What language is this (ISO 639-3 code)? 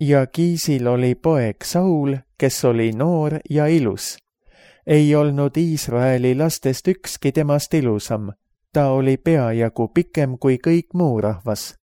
est